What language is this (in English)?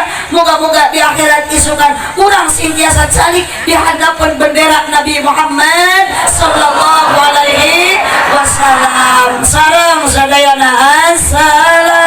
Sundanese